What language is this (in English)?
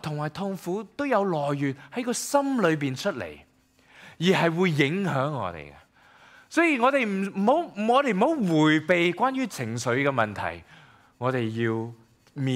Cantonese